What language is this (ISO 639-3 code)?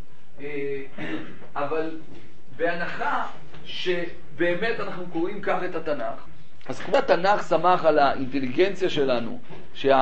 heb